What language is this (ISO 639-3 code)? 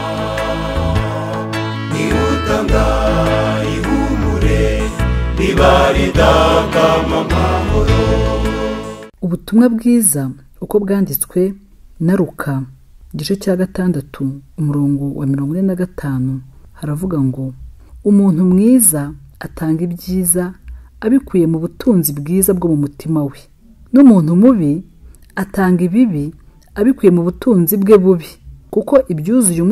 kin